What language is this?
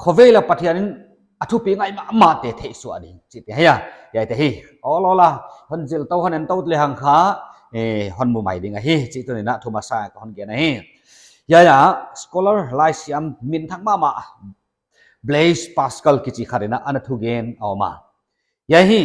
Paite Chin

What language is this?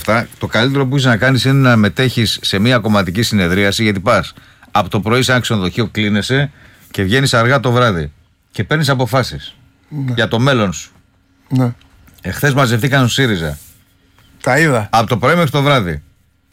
Greek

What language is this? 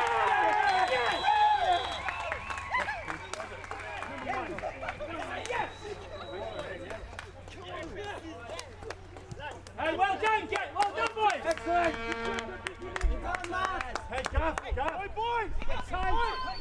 English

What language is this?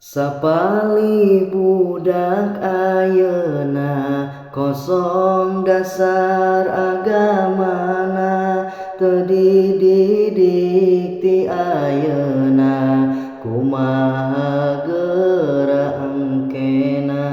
Sundanese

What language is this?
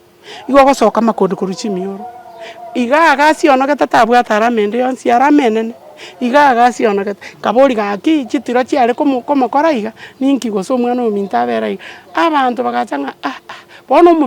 Gusii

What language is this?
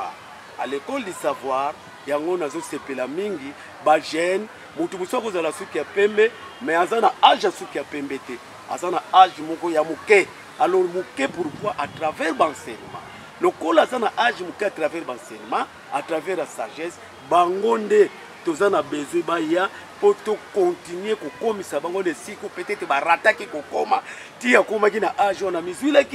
Lingala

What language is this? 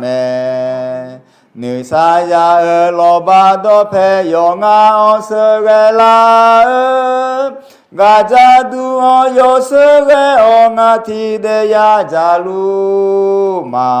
Akha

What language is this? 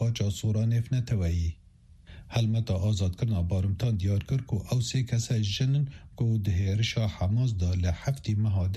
Kurdish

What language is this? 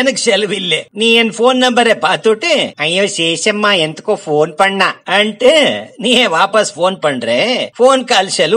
Tamil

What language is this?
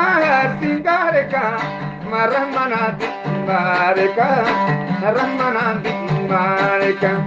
Eastern Balochi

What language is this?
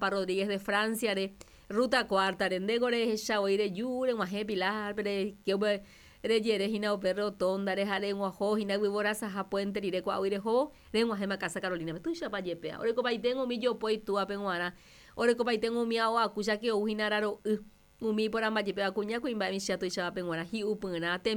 Guarani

